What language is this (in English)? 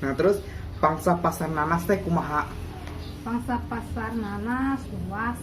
Sundanese